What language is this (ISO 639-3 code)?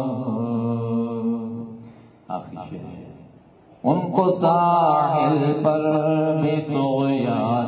urd